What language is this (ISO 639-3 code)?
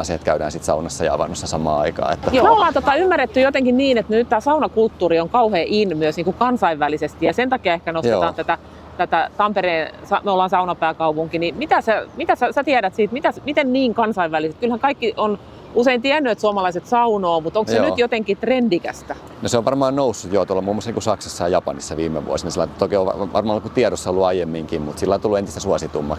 fin